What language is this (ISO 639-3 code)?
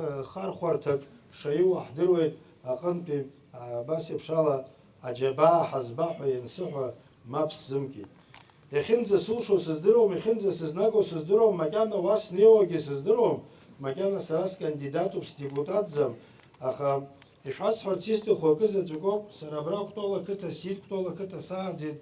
abk